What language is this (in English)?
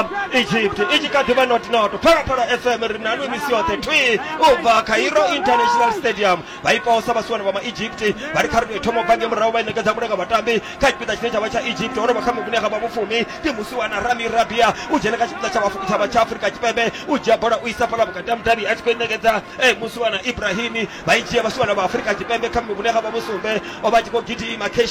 Venda